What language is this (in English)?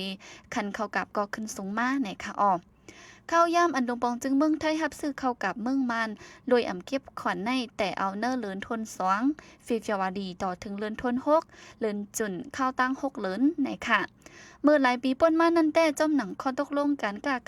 Shan